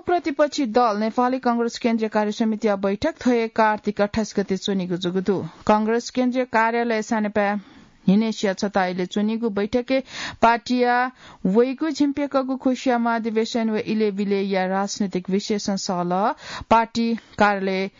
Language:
Newari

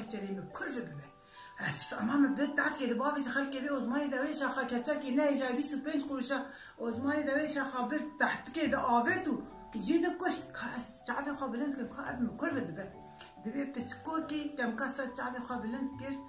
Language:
Kurdish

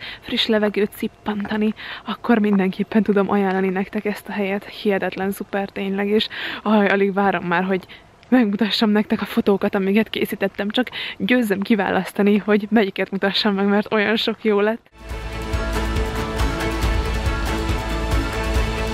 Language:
Hungarian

